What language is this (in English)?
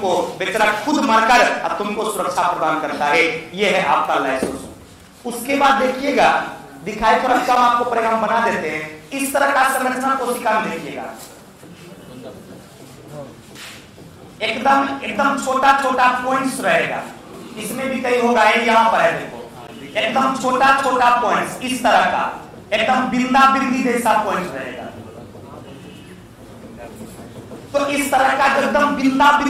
Hindi